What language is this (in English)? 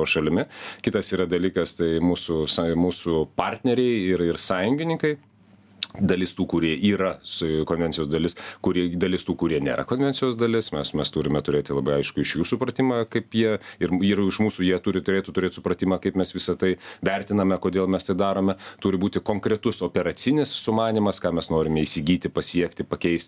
Lithuanian